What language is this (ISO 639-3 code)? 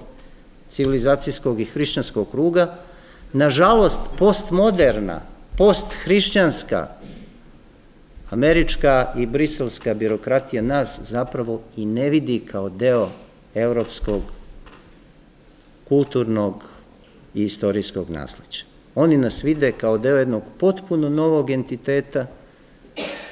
srp